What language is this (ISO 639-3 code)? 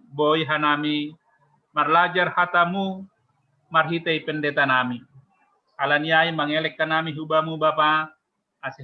bts